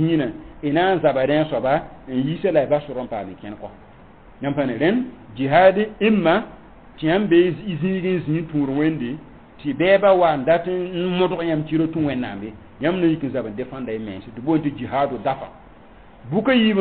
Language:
Mossi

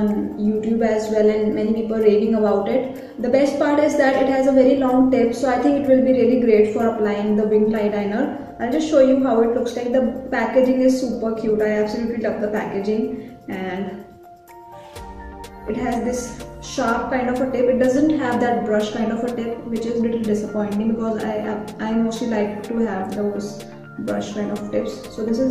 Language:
English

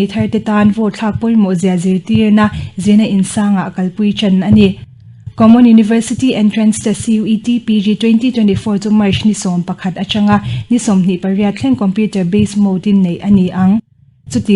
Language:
Mizo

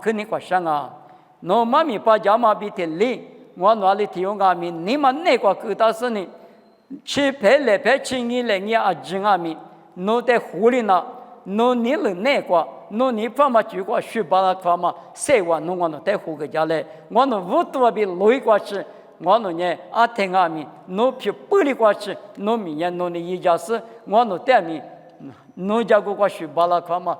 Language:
Lisu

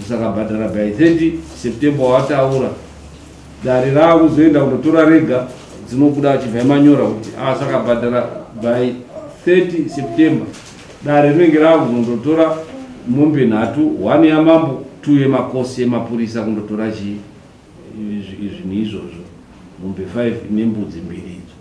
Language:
Shona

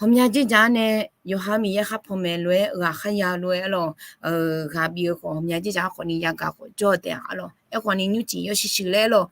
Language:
Akha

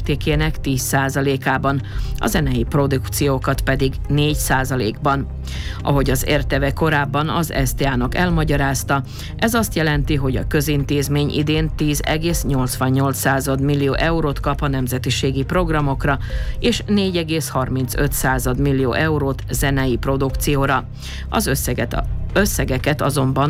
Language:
Hungarian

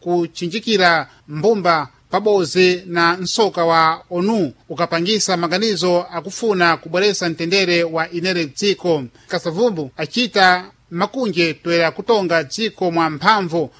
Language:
Sena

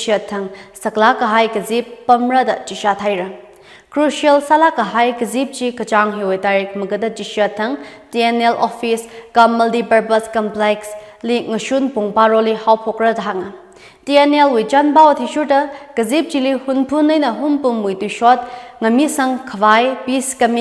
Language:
Tangkhul Naga (India)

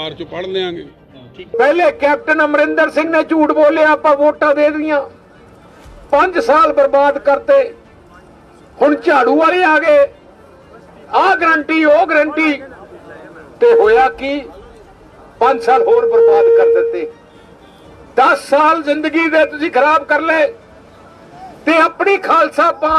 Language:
Punjabi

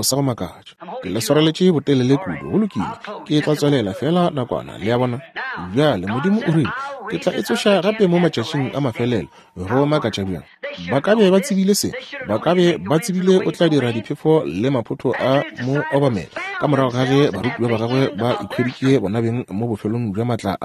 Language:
Northern Sotho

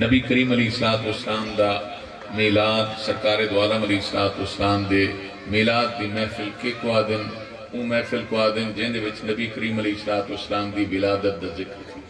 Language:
Saraiki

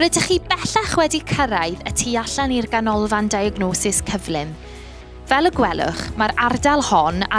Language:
Welsh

